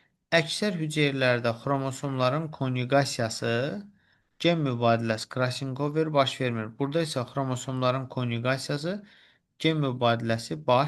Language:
Azerbaijani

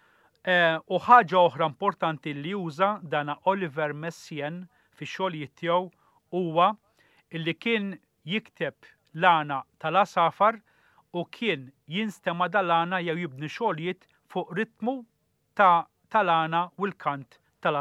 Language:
Maltese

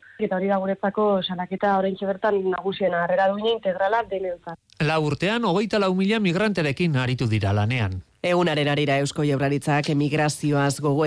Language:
Basque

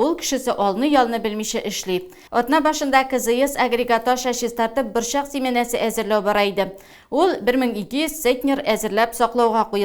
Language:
Tatar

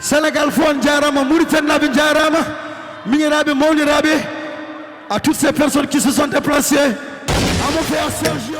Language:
Fula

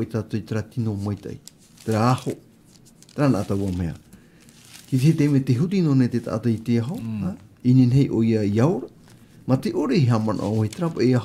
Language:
Tahitian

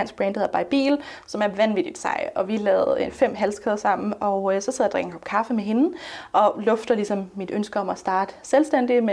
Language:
Danish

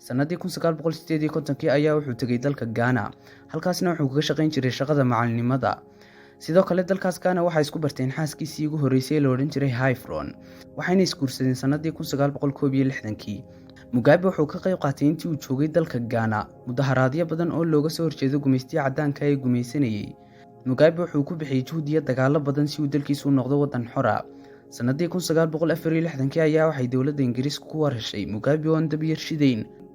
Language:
Somali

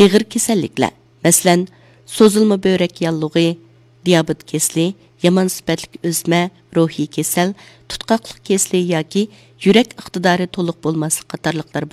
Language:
Uyghur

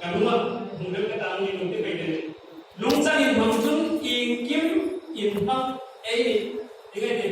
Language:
Hmar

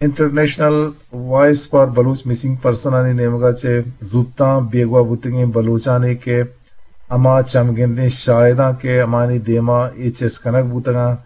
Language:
Eastern Balochi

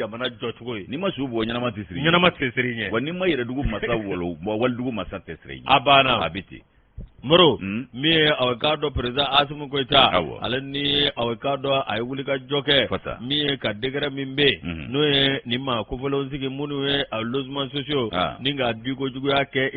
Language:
Bambara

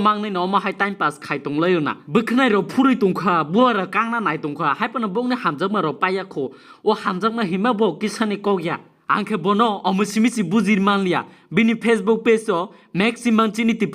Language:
Kok Borok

